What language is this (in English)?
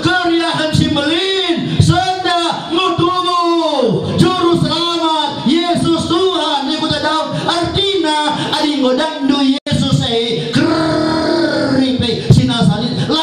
Batak Karo